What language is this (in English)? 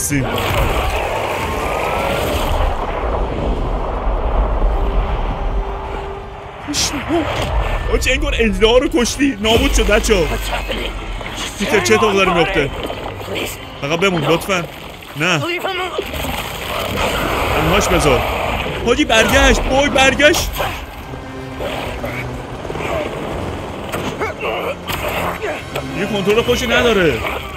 Persian